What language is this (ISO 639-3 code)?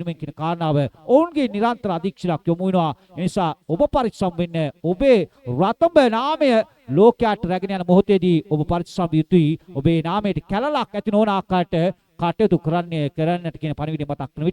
sin